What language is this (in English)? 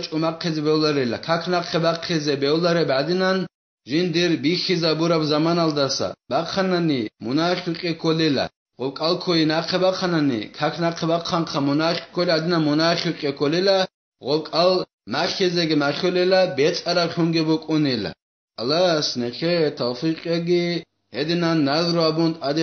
Avaric